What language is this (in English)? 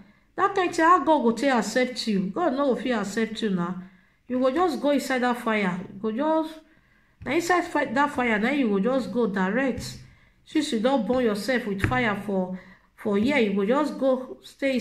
Nigerian Pidgin